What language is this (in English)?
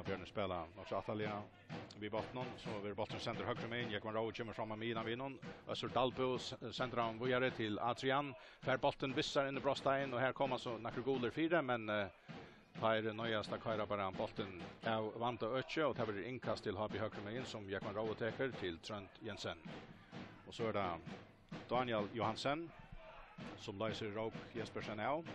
Faroese